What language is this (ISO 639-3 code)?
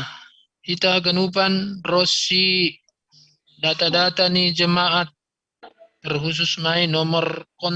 bts